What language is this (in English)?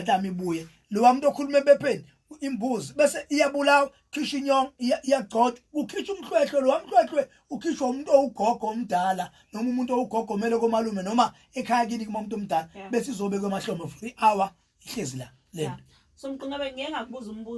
Zulu